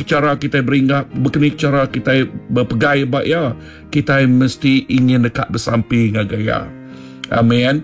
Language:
Iban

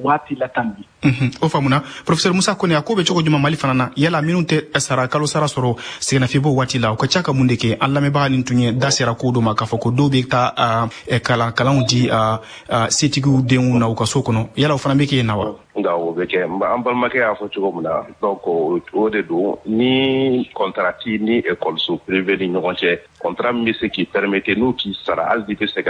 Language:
Bambara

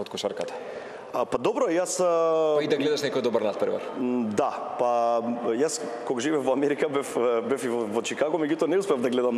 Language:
Macedonian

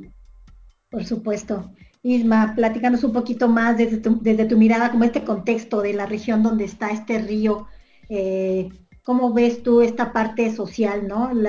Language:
Spanish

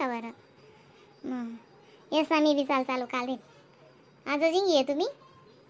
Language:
Khandesi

